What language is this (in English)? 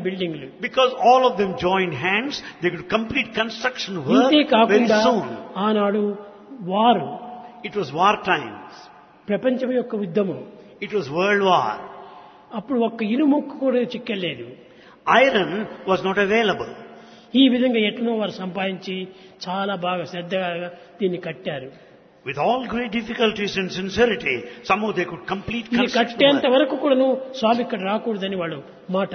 Telugu